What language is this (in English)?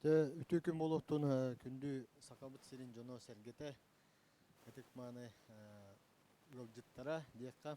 Yakut